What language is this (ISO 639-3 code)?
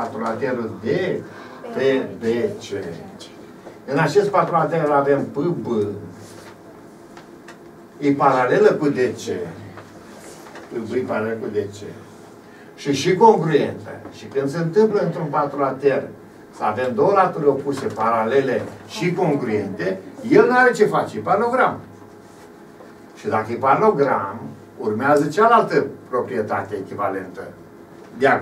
ron